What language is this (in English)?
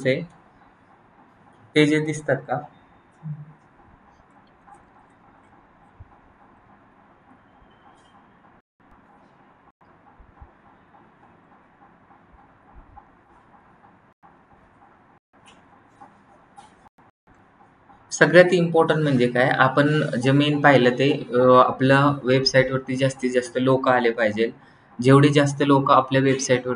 Marathi